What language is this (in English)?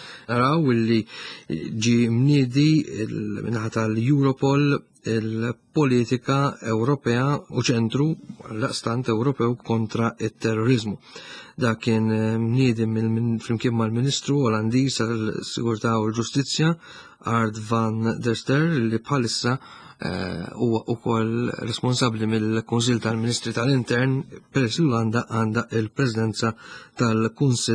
Maltese